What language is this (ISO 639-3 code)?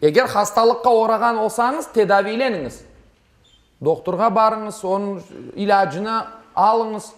crh